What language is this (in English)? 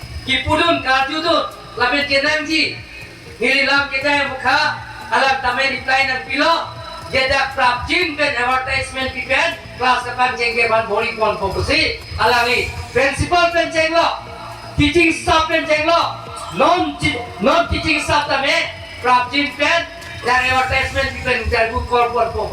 Karbi